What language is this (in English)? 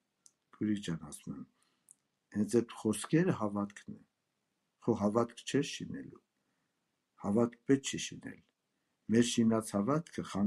Armenian